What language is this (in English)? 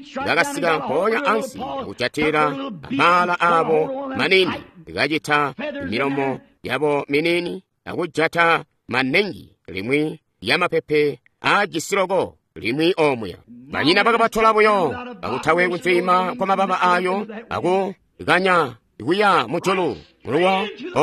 Tonga (Zambia)